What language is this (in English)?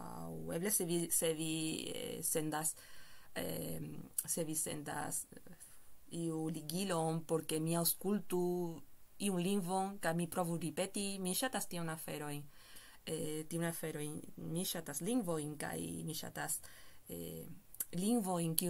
Esperanto